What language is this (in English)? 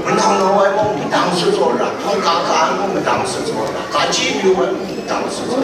Kachin